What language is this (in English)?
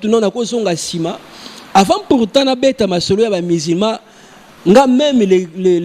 Lingala